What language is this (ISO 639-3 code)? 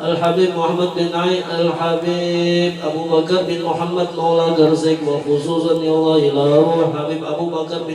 bjn